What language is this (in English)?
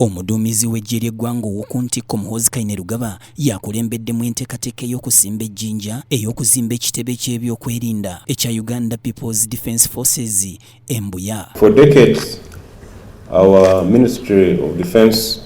Ganda